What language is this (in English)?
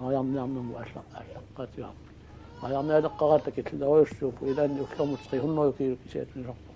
Kalaallisut